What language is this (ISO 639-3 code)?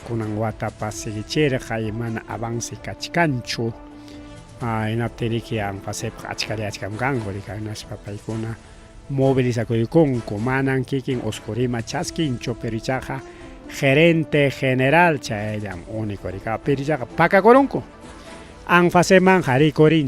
quy